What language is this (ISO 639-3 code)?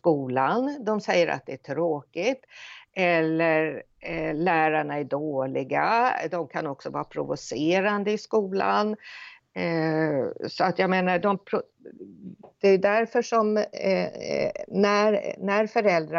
swe